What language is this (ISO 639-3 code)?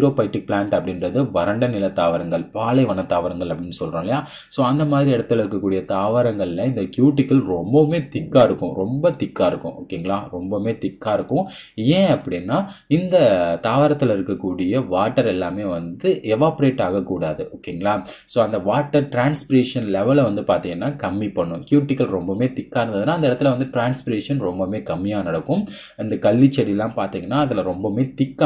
tam